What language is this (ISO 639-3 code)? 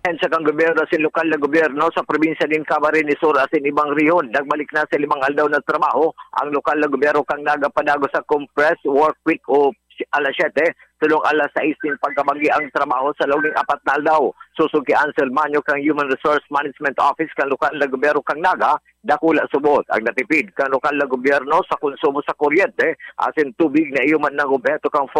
bik